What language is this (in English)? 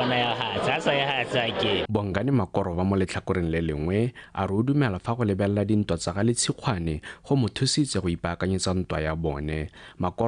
Tswana